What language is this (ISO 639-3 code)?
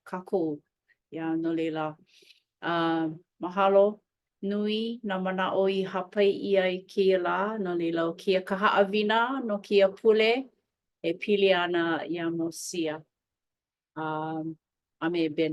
haw